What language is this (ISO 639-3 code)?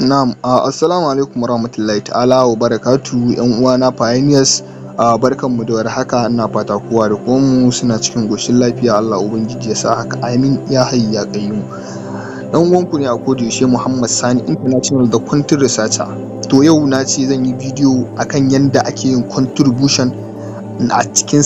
hau